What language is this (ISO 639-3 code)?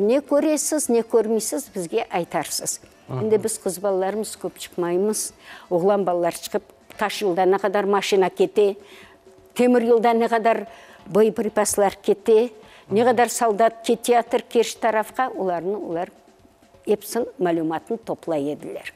crh